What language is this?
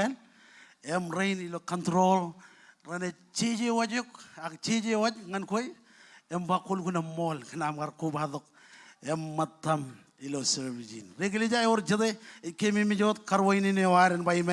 Marshallese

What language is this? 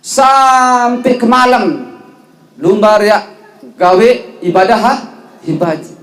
Sasak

